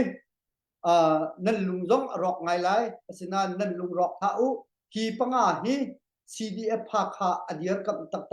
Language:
Hakha Chin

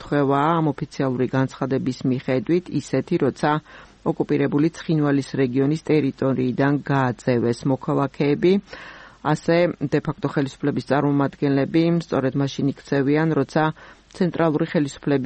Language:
Georgian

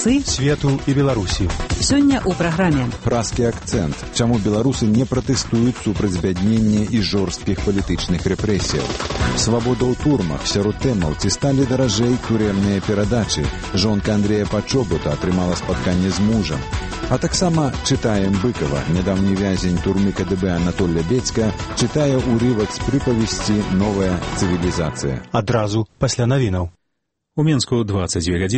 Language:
Belarusian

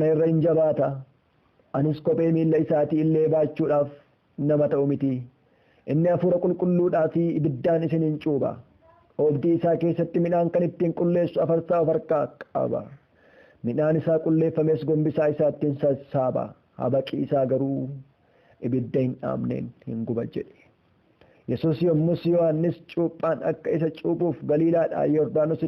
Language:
Oromo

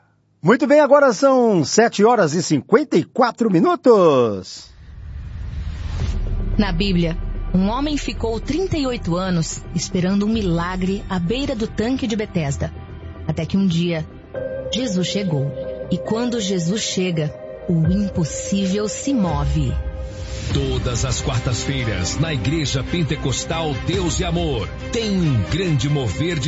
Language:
Portuguese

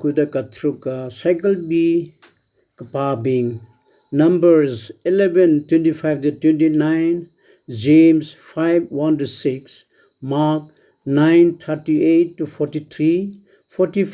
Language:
Tangkhul Naga (India)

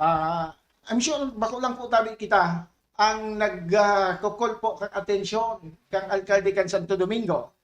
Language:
Bikol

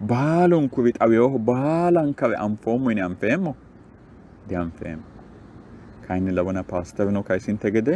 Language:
Sidamo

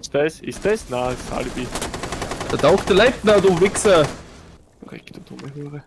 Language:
Bavarian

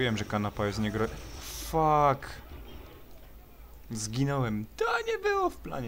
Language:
Polish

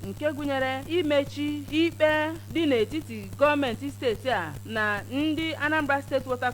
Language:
Igbo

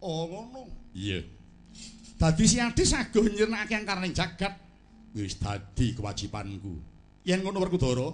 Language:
Javanese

